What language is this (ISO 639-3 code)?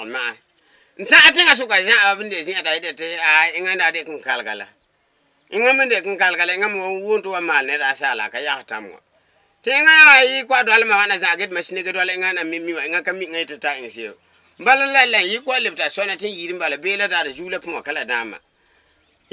gur